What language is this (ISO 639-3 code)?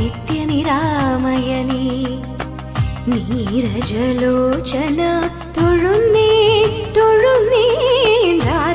mal